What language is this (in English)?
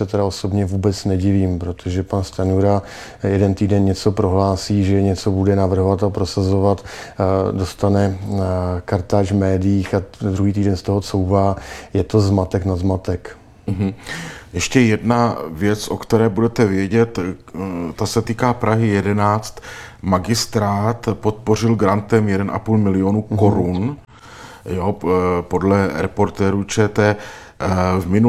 Czech